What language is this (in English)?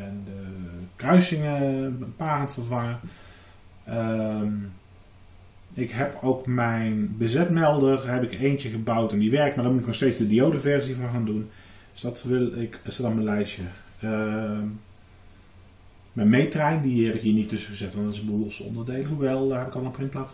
Dutch